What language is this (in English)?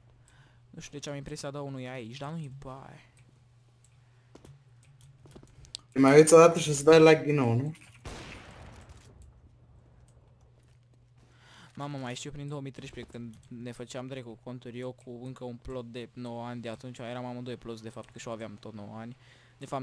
Romanian